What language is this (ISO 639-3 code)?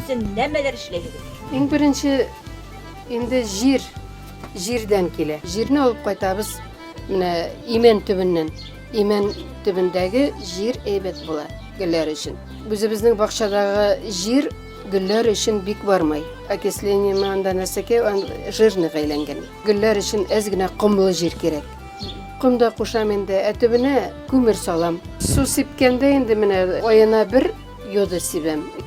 bak